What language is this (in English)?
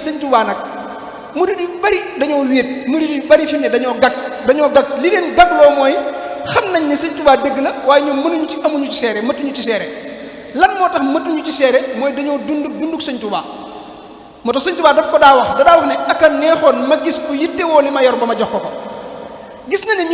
Wolof